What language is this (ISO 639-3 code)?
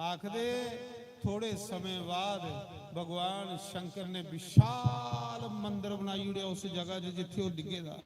doi